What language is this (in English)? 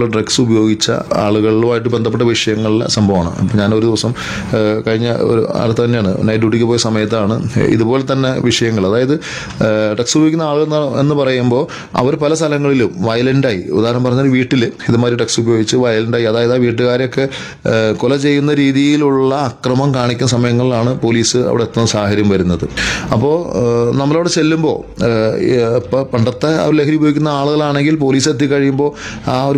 Malayalam